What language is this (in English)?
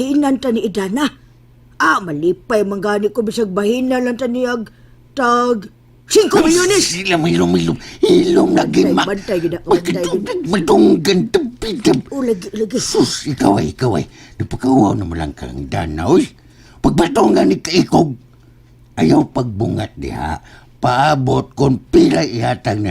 Cebuano